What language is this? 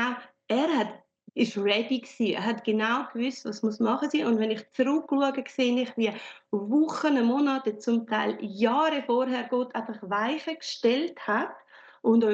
Swiss German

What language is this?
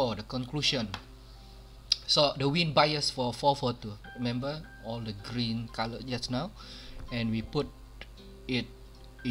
English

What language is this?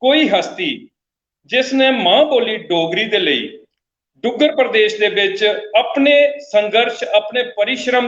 Dogri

